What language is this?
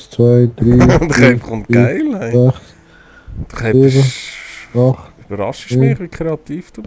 Swiss German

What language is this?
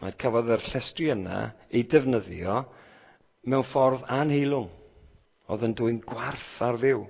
Welsh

